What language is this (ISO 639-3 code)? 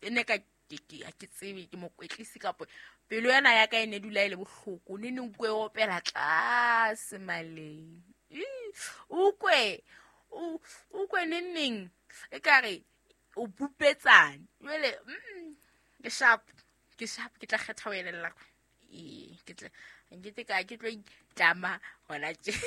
sot